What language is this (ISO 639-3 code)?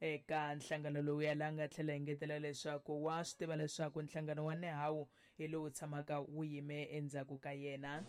tso